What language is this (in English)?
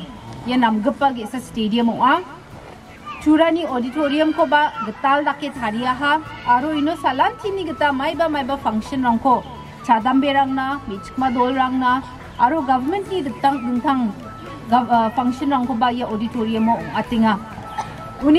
Garo